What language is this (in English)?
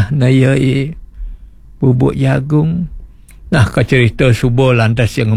Balinese